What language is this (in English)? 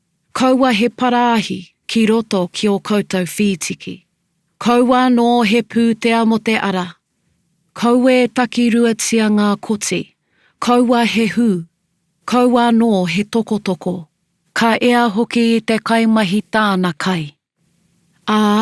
Māori